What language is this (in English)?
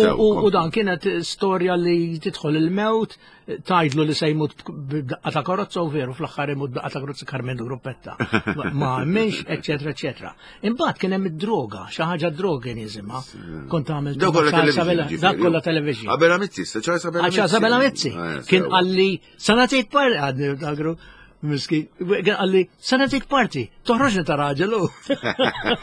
Maltese